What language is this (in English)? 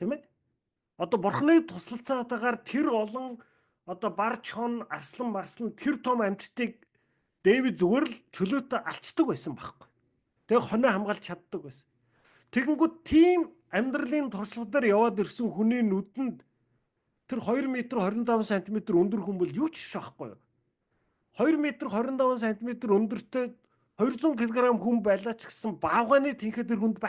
Mongolian